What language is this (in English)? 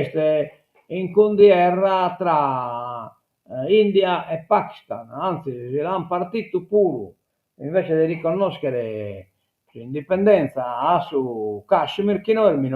Sardinian